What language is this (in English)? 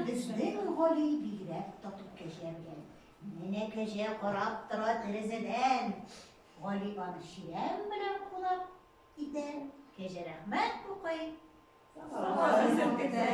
Tatar